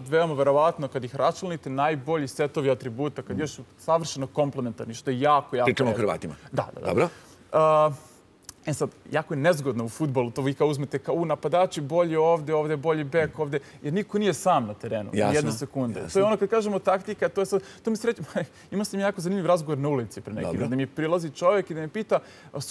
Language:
Serbian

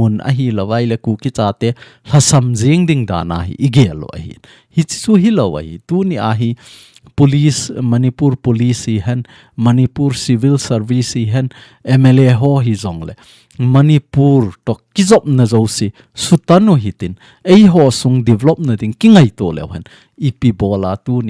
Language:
Thado Chin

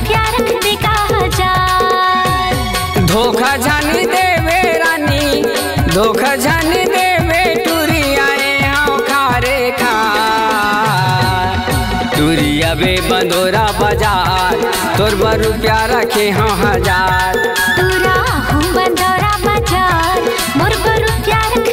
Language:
Chhattisgarhi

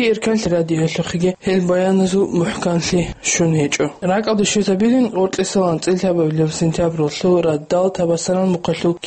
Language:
Avaric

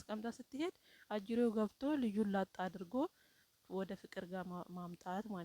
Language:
Amharic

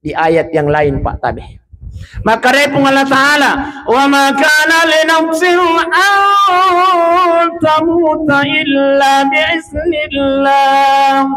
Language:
Buginese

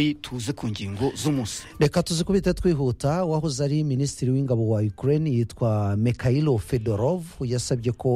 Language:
Kinyarwanda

